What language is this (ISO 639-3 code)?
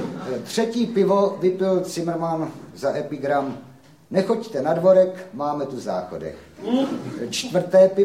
ces